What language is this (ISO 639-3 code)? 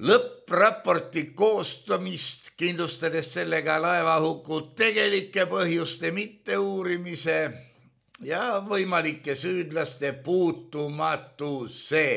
est